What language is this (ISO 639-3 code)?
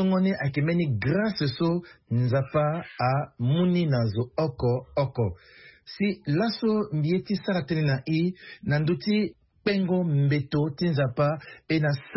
sag